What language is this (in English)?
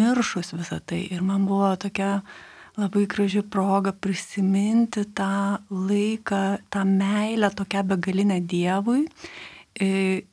Lithuanian